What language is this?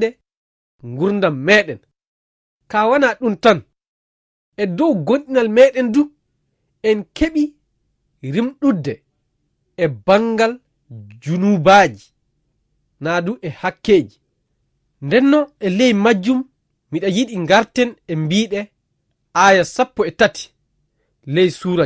Fula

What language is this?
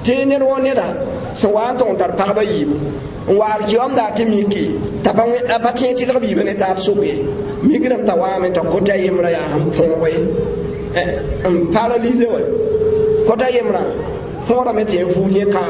Mossi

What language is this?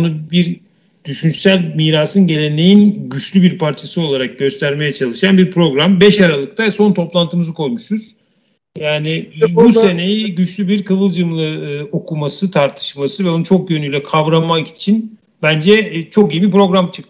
Turkish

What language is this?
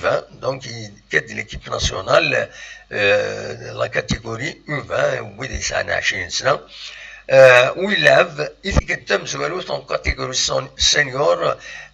Kabyle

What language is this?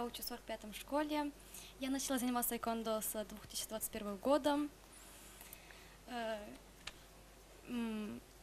Russian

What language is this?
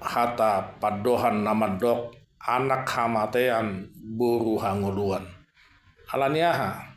Batak Toba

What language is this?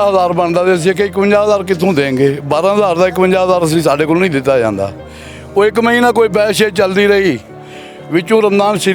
Western Panjabi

